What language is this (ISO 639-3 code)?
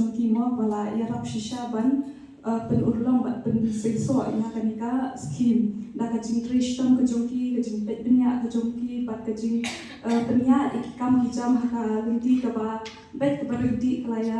kha